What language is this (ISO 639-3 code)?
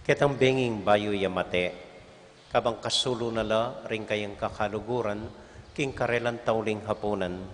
pam